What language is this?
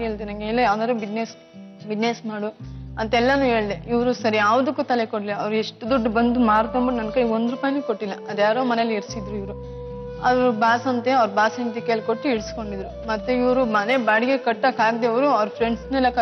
Kannada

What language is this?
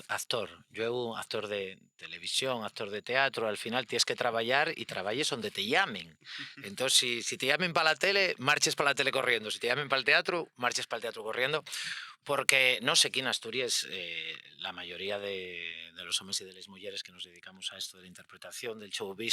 Asturian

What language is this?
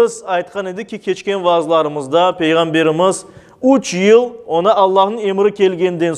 Crimean Tatar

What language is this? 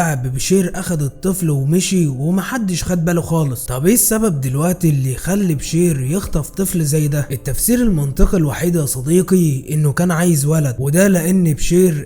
Egyptian Arabic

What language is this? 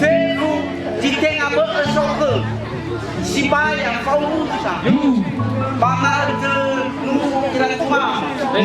Nias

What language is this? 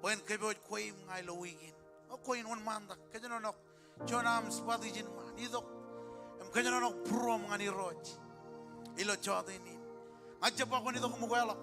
Marshallese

